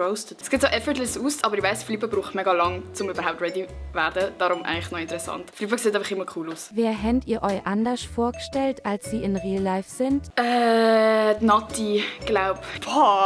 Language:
Swiss German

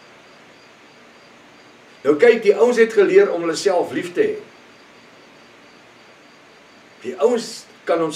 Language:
Afrikaans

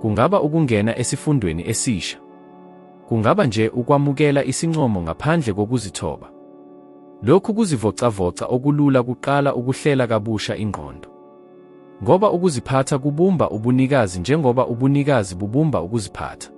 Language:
Zulu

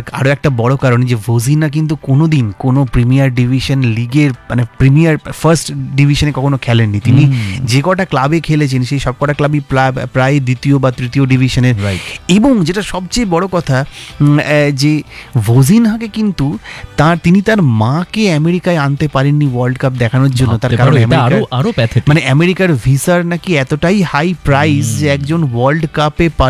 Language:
Bangla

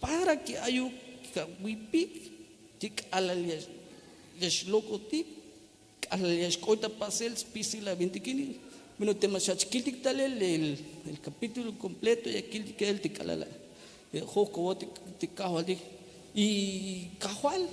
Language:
Tzeltal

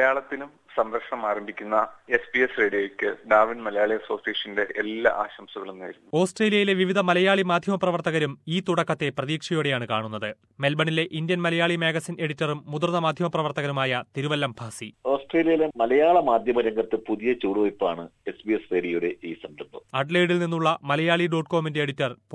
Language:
Malayalam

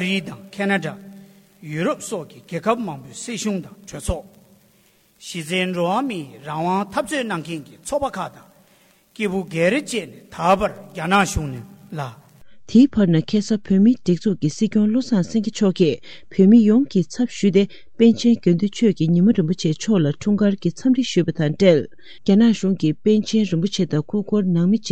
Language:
Tibetan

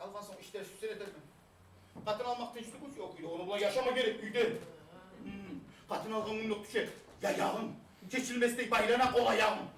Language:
Kumyk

